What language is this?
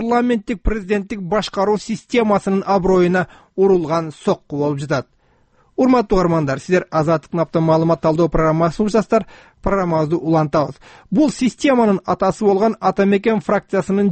Kyrgyz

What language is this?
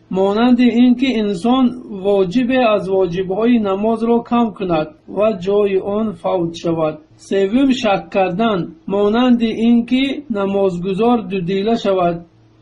Tajik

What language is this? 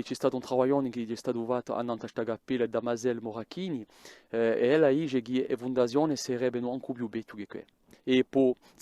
Corsican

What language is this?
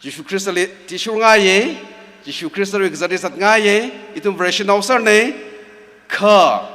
Tangkhul Naga (India)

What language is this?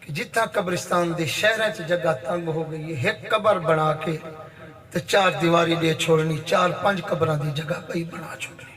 Saraiki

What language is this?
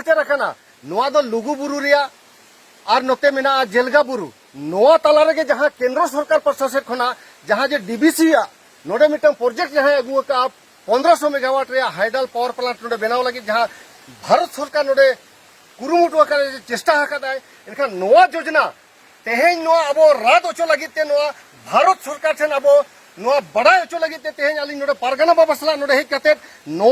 Santali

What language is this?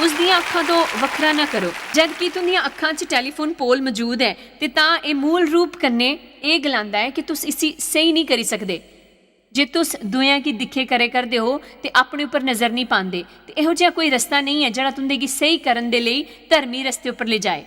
Dogri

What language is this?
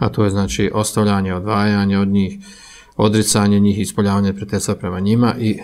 Bosnian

